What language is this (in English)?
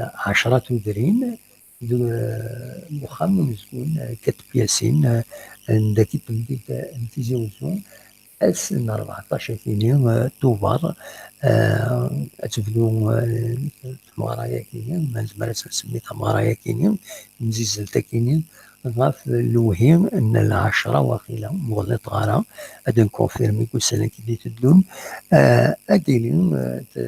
Kabyle